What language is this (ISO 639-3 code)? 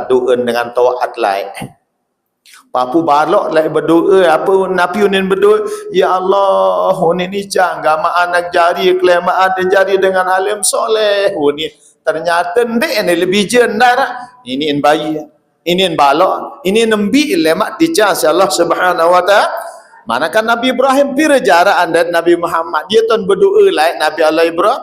sas